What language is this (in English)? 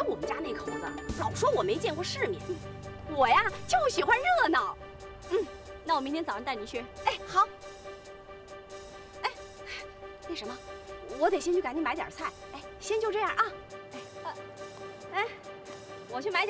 Chinese